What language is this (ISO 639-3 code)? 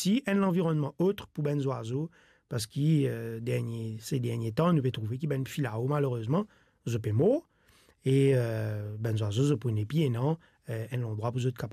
mfe